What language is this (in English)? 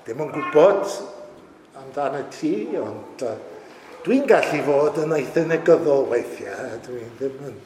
Welsh